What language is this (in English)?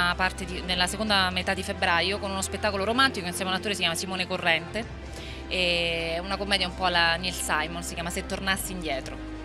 Italian